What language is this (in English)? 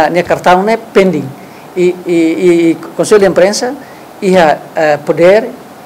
Tetum